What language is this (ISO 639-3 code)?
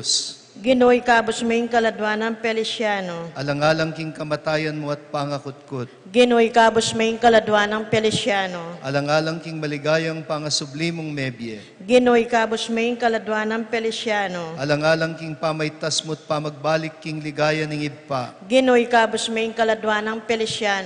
pam